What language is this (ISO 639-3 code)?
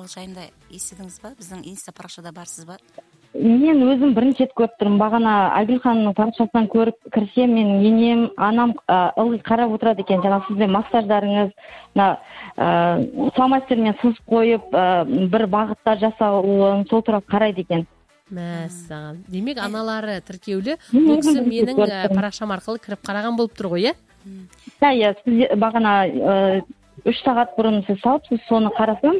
kaz